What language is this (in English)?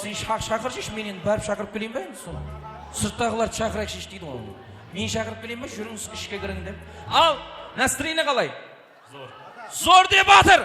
Kara-Kalpak